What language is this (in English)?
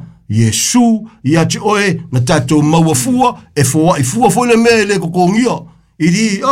Samoan